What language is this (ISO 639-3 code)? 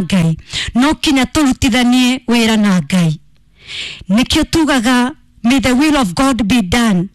kik